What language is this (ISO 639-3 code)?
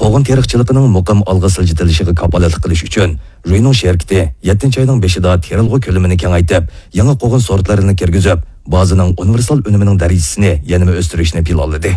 uig